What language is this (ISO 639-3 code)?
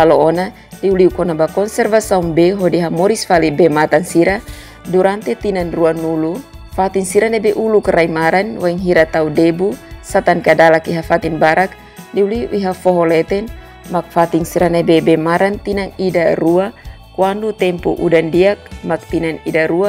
tet